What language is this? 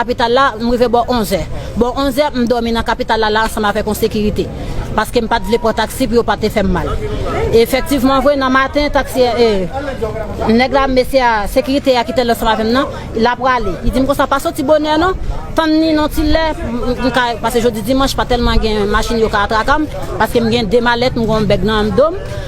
Haitian Creole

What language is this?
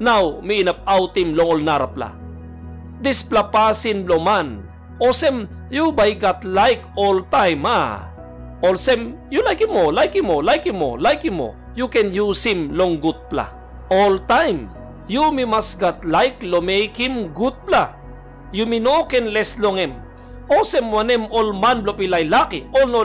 Tok Pisin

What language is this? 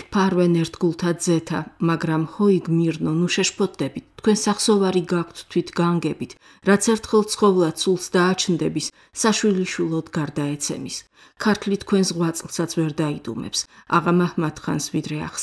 Georgian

